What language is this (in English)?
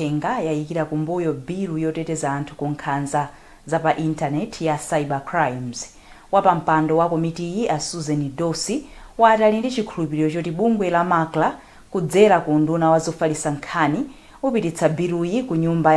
Nyanja